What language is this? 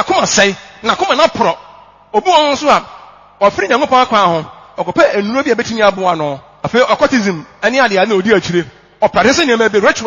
Akan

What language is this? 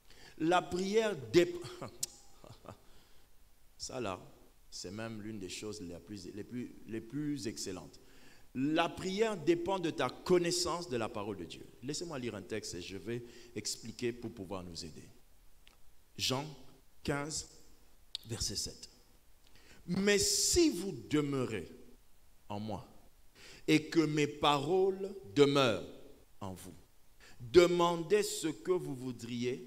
French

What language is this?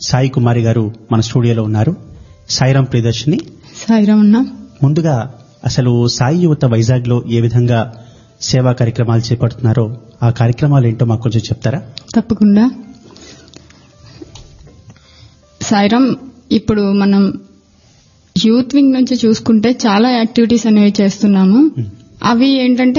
Telugu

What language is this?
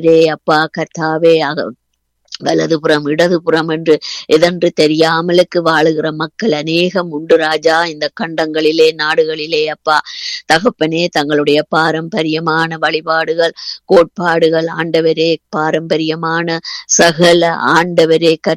Tamil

